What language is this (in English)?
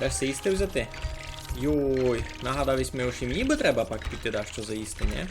Rusyn